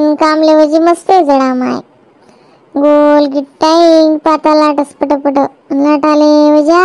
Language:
Khandesi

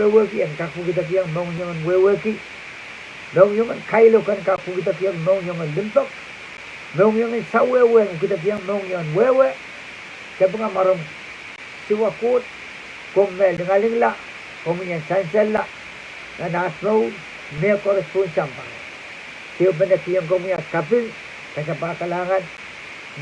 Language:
Pohnpeian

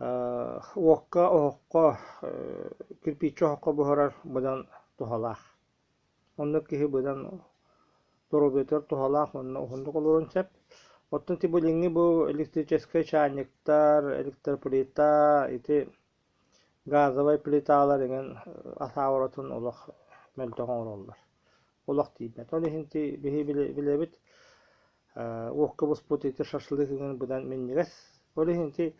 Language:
Yakut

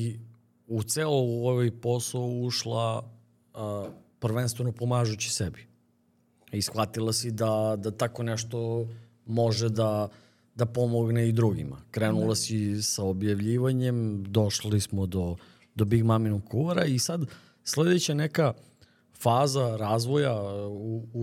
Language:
Serbian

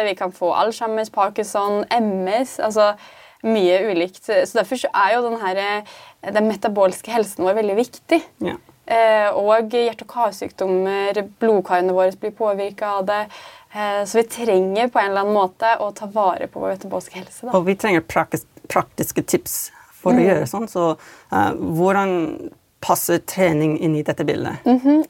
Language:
Norwegian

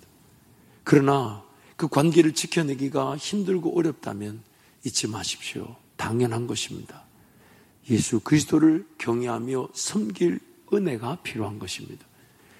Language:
Korean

